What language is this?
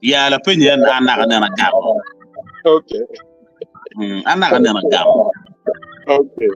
Acoli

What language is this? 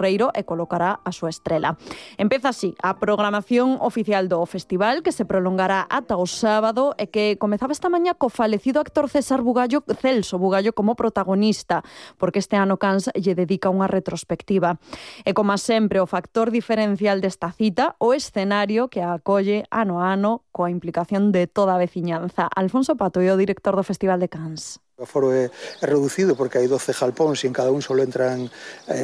Galician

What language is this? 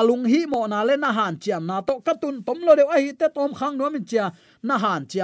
Tedim Chin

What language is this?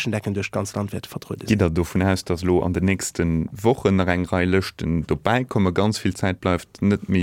Luxembourgish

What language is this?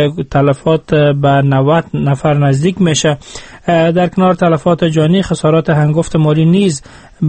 Persian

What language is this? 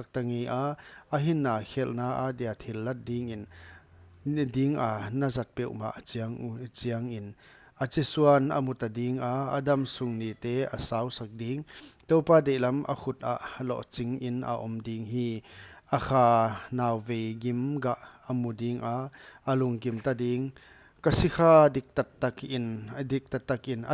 Paite Chin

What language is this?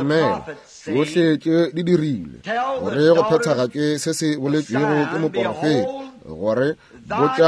Northern Sotho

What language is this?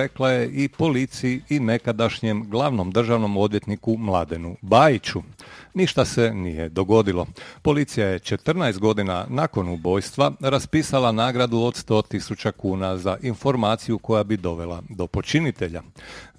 Croatian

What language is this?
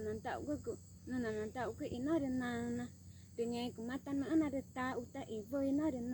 Ticuna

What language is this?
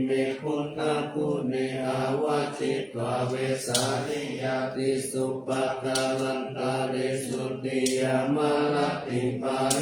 Pali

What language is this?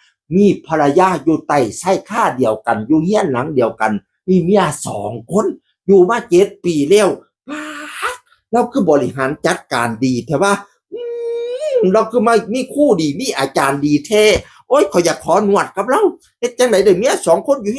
Northeastern Thai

